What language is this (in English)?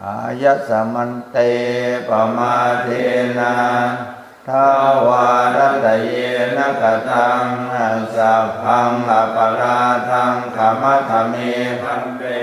Pali